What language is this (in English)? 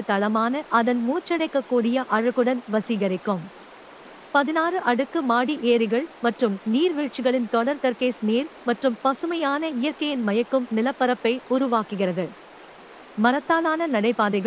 Tamil